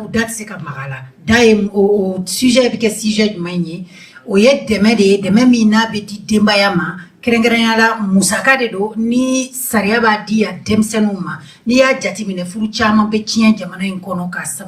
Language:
Bambara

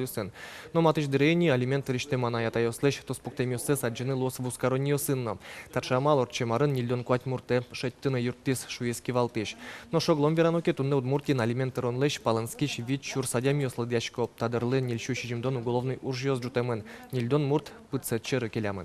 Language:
Udmurt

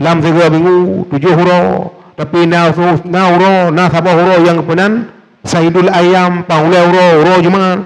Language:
Achinese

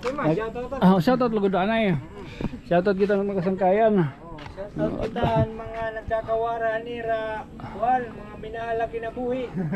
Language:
Waray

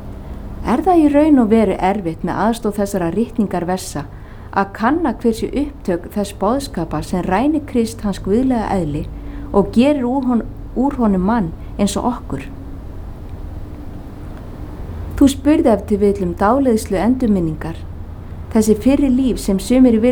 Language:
Icelandic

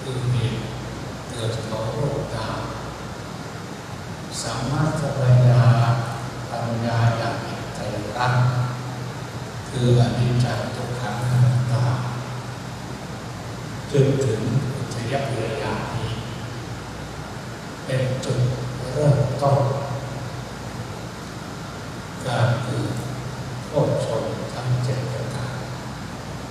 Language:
Thai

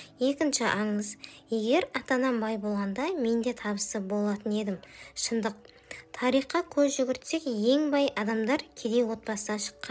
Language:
Kazakh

